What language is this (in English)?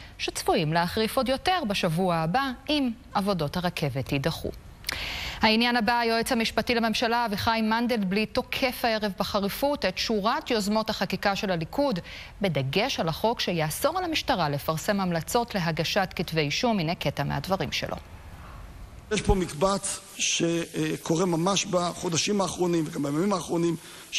Hebrew